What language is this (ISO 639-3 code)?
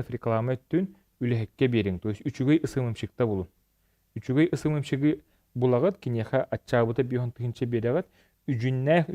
sah